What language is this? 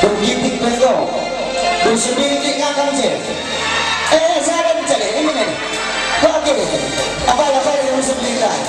Batak Karo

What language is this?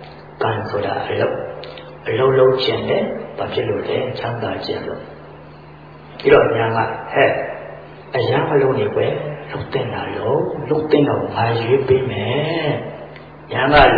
Burmese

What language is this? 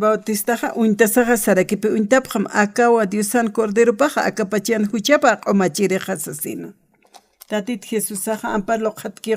Aymara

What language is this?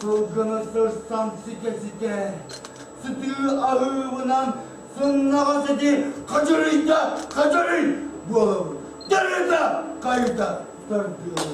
Yakut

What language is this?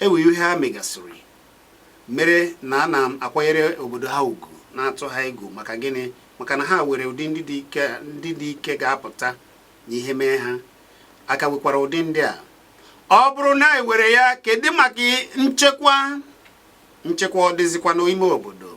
Igbo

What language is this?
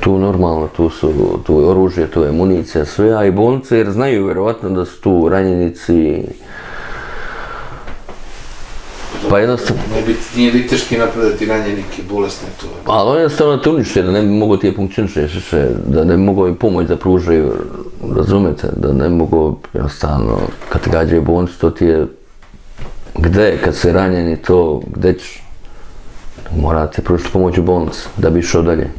Serbian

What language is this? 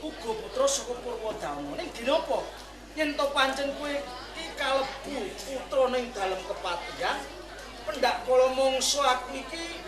Javanese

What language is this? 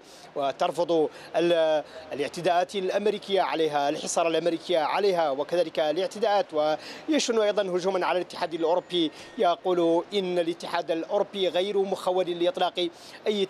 Arabic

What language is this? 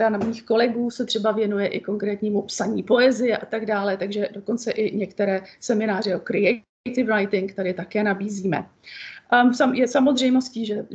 Czech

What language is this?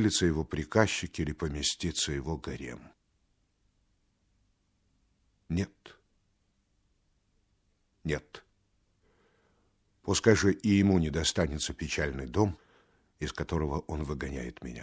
Russian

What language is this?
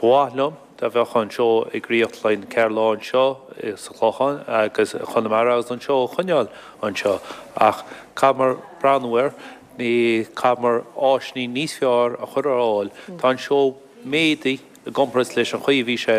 Irish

